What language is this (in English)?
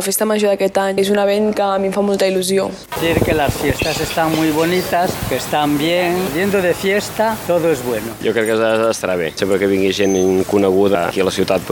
Catalan